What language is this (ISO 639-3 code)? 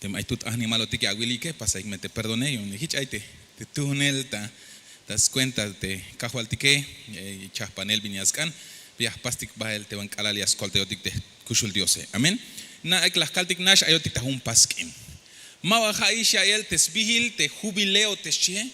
tzh